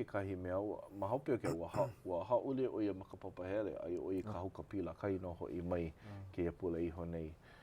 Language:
Hawaiian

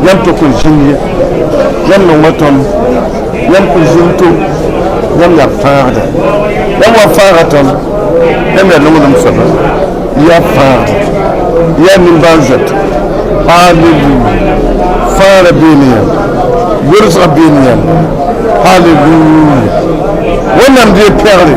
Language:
Mossi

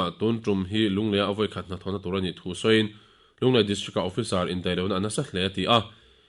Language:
Mizo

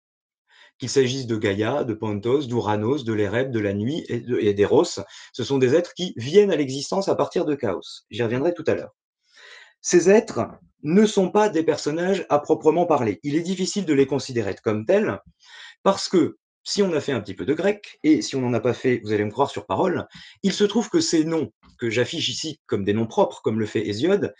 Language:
French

